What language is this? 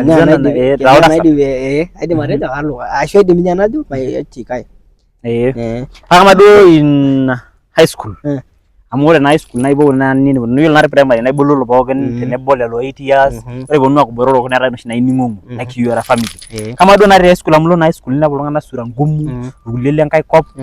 Masai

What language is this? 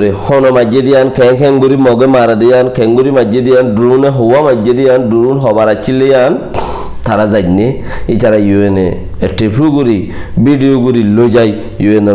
Rohingya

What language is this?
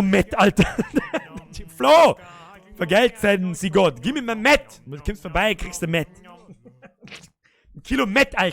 Bavarian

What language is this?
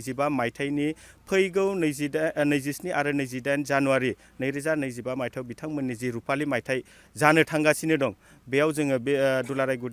Bodo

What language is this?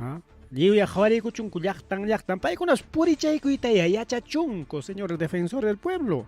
Ayacucho Quechua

